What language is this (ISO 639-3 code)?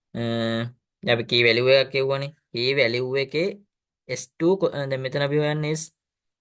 sin